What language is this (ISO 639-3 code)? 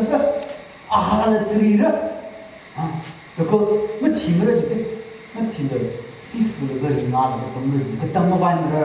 nmf